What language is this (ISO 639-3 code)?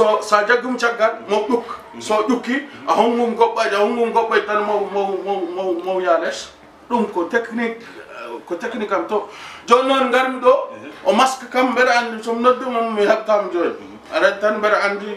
ful